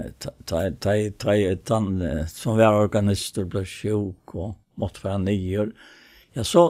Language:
Faroese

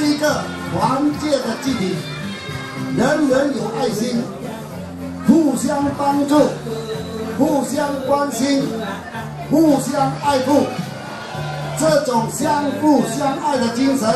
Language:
Chinese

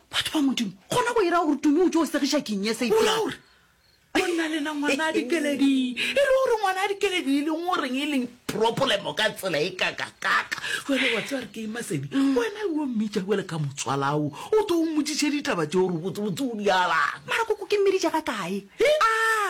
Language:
Northern Sotho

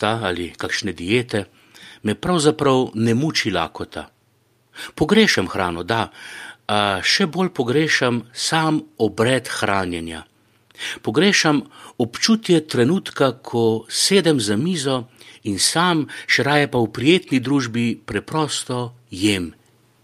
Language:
Slovenian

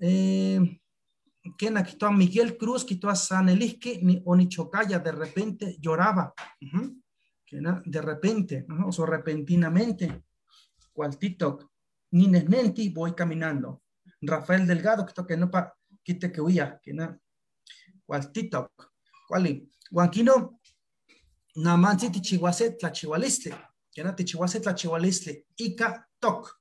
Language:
Eastern Huasteca Nahuatl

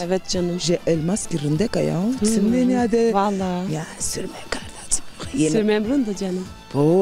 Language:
Zaza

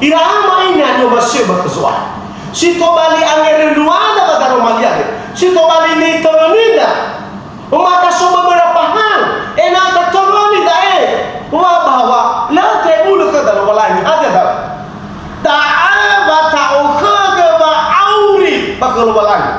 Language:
Nias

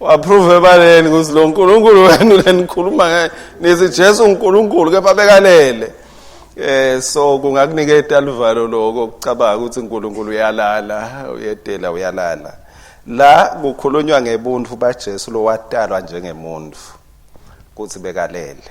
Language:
Swati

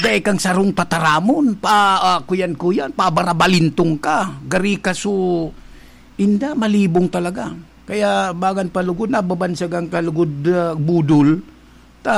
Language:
Bikol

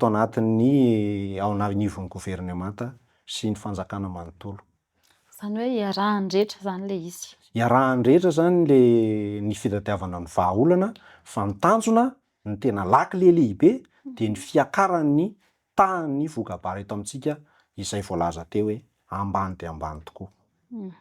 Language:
Malagasy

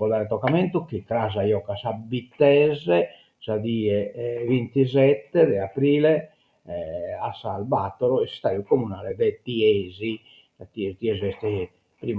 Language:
Sardinian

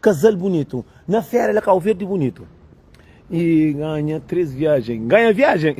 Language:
Kabuverdianu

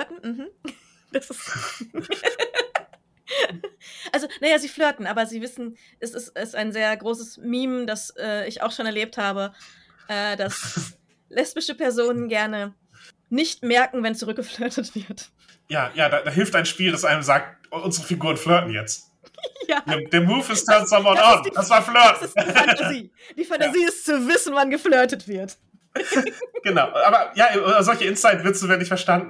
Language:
German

